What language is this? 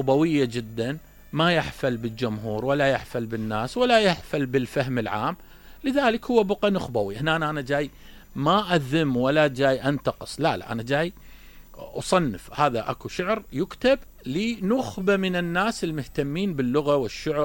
Mesopotamian Arabic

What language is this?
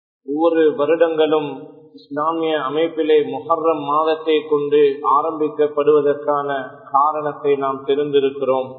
Tamil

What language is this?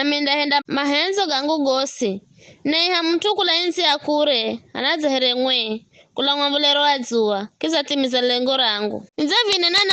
Giryama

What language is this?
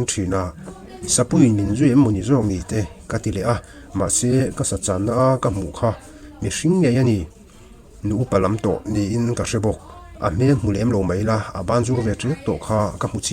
Mizo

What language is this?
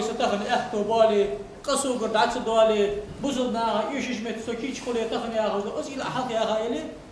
Ingush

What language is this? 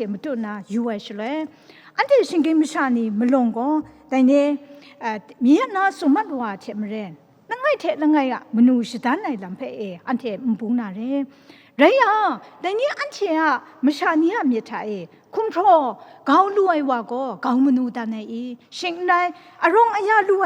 Kachin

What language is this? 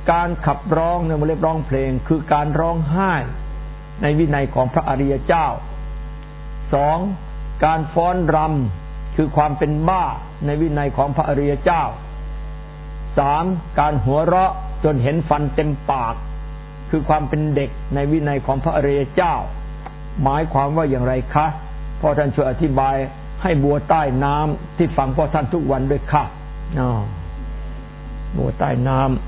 Thai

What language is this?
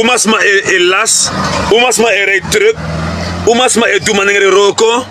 Sranan Tongo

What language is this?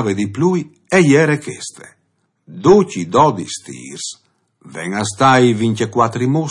Friulian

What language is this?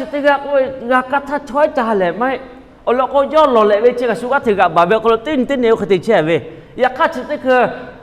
Lahu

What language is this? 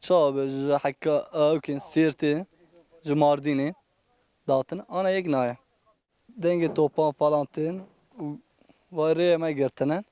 Kurdish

